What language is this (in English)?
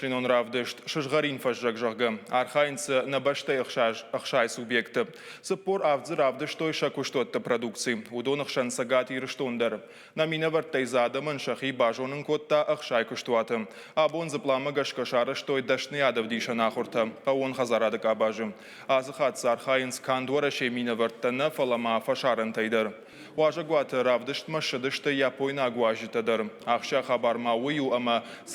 Ossetic